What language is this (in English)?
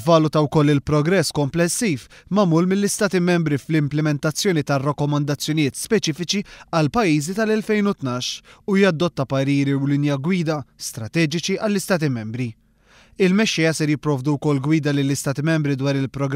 Maltese